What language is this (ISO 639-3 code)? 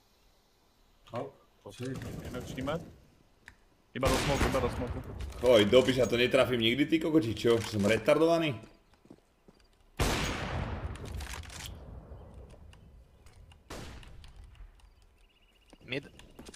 slk